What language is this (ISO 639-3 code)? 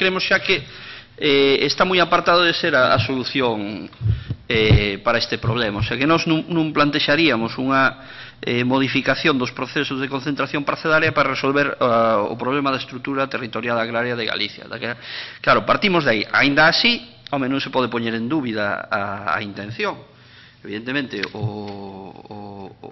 glg